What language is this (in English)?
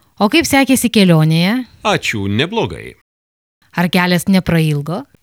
Lithuanian